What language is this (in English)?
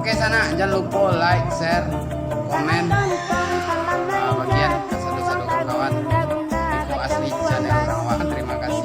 Minangkabau